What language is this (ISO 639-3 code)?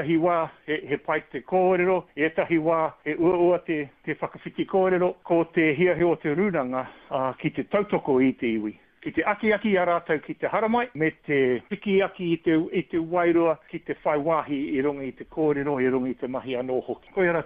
mri